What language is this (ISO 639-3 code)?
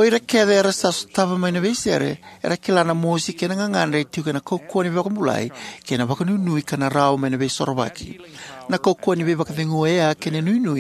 fij